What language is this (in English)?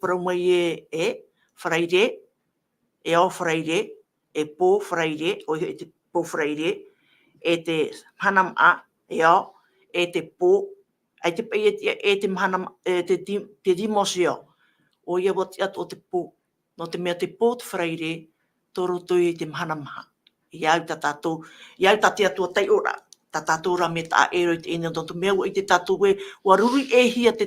Tahitian